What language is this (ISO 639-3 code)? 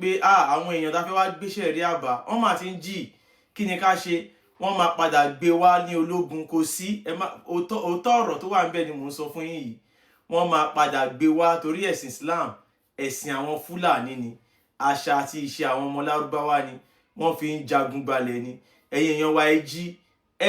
yor